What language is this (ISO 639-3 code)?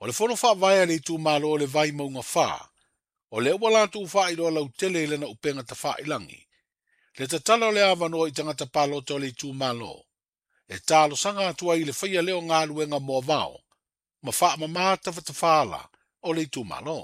smo